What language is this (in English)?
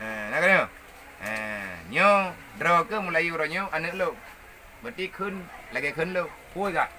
Achinese